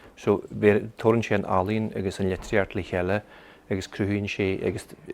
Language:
Irish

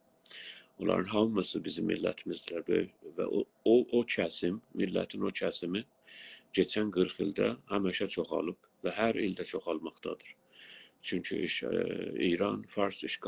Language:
South Azerbaijani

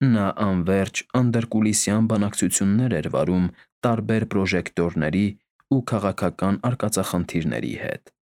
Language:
Armenian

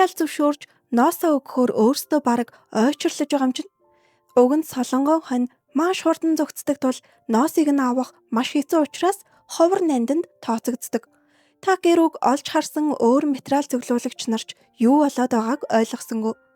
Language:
Mongolian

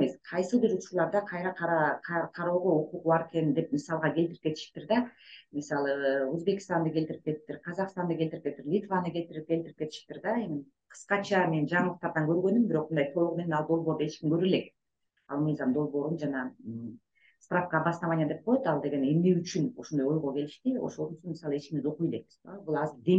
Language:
Kyrgyz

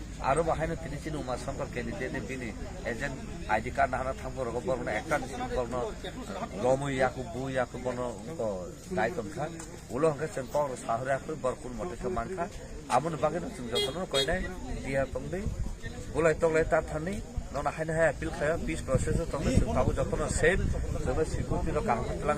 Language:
Kok Borok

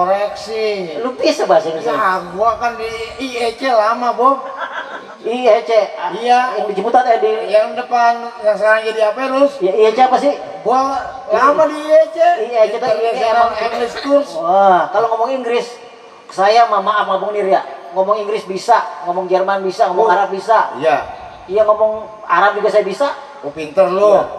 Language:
Betawi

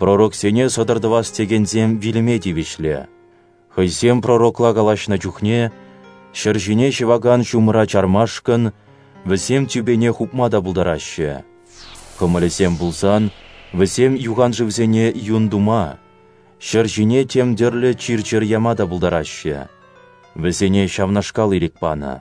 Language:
Chuvash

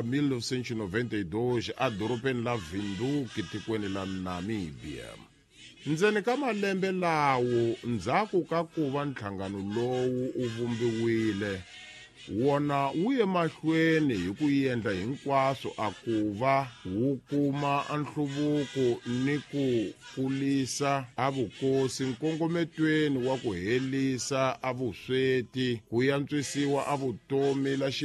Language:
Tsonga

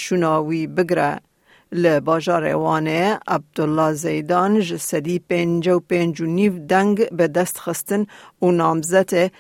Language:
Kurdish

